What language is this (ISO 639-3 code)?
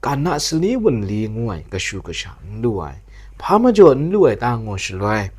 kac